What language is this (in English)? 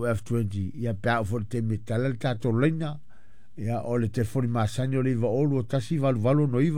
Samoan